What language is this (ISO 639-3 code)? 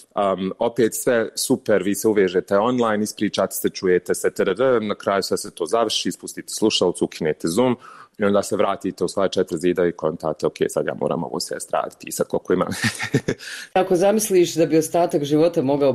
bos